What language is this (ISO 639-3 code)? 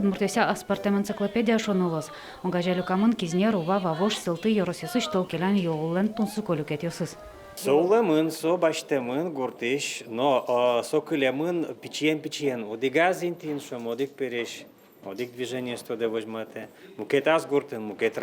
udm